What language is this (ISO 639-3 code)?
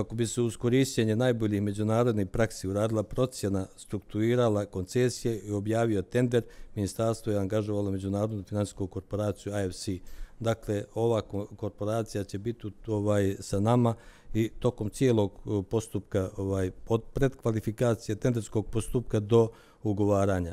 srp